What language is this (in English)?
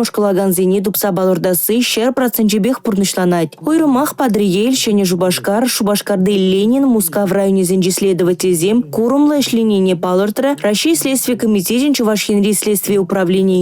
Chuvash